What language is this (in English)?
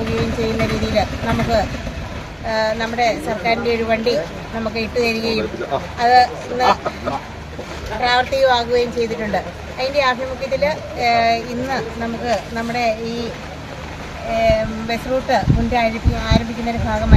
Malayalam